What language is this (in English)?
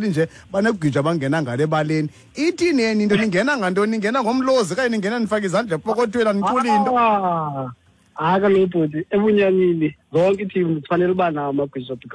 Xhosa